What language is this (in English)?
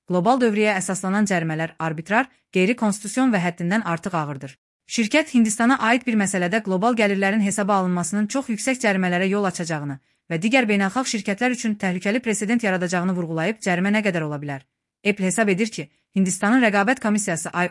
Azerbaijani